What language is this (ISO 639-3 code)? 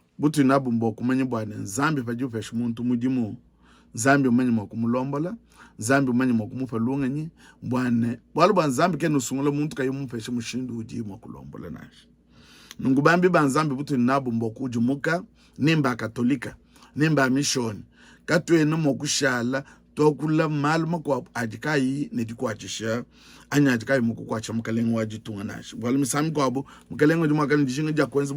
lua